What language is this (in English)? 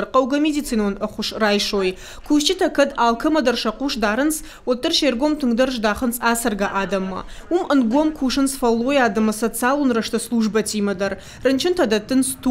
Ossetic